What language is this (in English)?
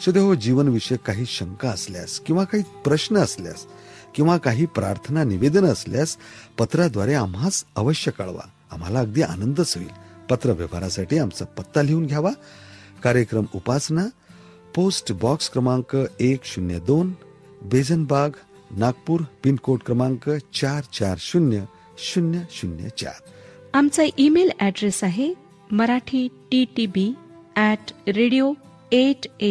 Marathi